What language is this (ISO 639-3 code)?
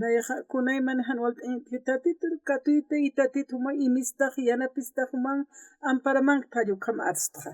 aym